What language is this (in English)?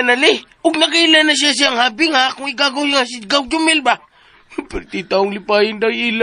Cebuano